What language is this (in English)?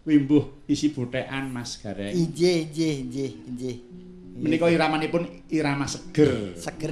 Javanese